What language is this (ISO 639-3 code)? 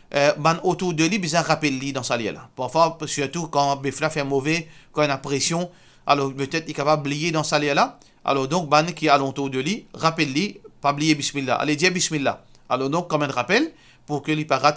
mfe